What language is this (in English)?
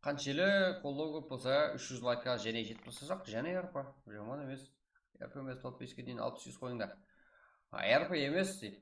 Kara-Kalpak